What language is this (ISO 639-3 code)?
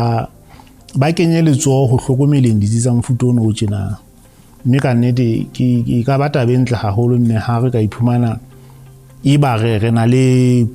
sot